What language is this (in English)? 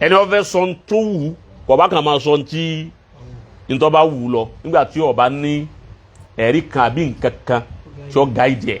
Yoruba